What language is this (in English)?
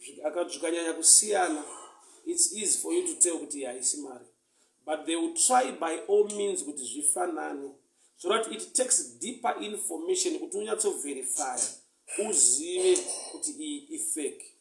Shona